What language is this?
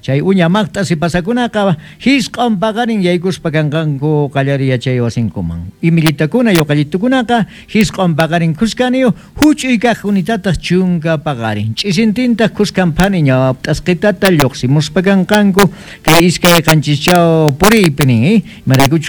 South Bolivian Quechua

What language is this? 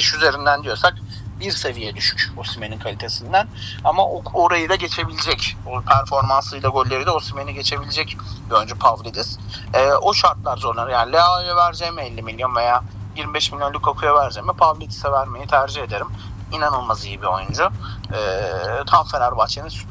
Turkish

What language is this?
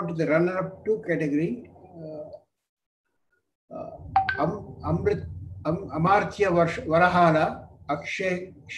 English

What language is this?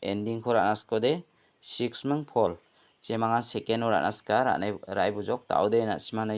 Garo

